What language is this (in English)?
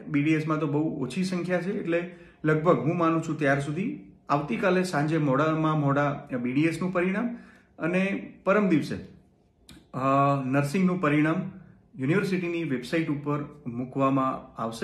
Gujarati